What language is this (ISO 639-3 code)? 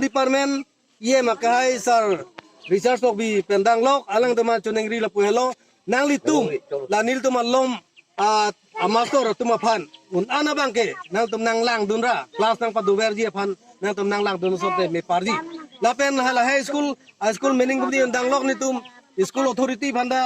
mjw